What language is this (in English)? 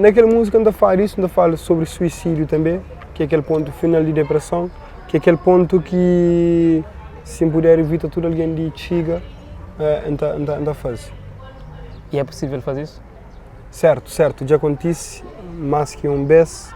Kabuverdianu